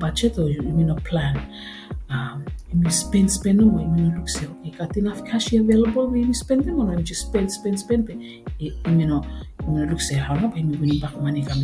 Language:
Bislama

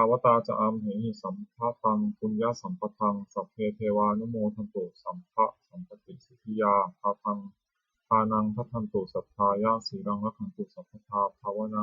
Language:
Pali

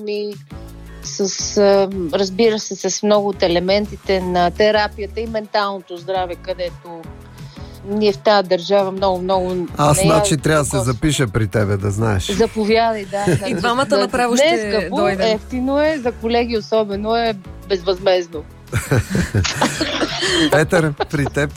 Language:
Bulgarian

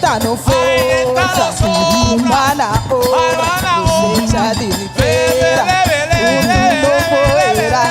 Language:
Papiamento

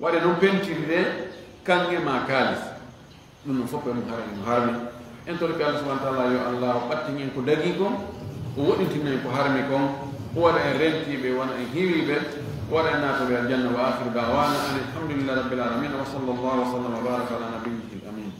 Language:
Fula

